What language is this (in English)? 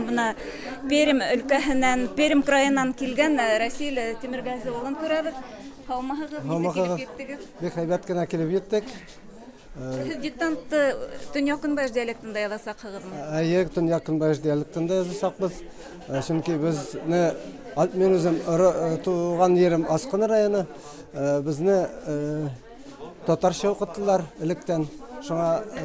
Bashkir